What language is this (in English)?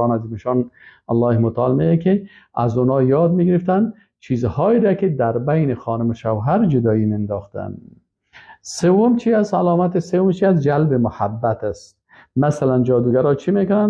Persian